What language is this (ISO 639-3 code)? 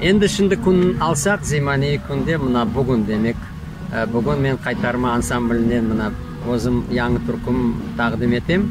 crh